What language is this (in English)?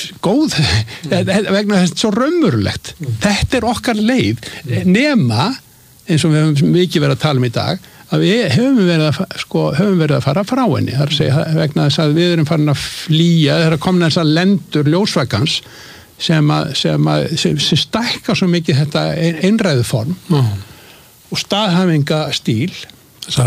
Icelandic